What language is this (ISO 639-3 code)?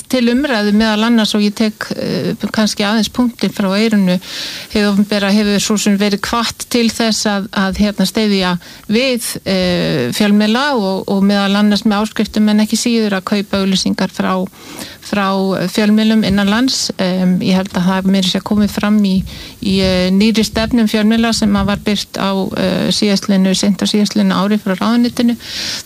isl